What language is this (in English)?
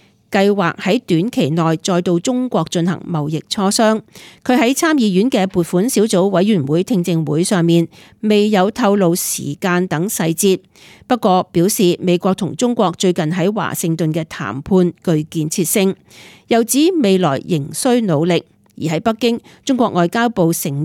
Cantonese